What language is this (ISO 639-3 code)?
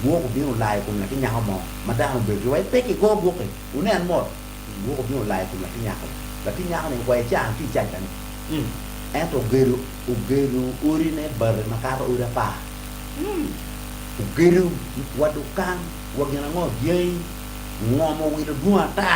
ach